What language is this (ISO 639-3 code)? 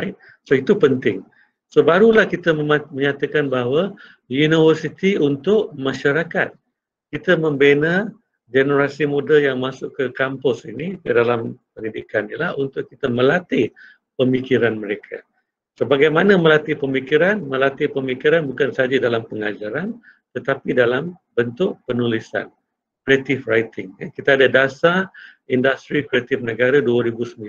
msa